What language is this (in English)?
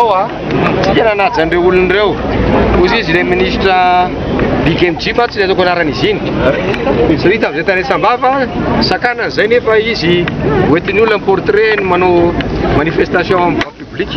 Malagasy